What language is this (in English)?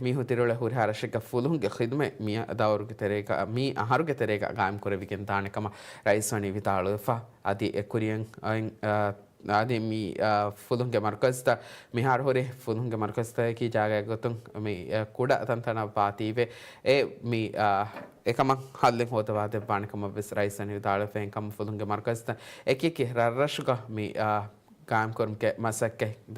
Divehi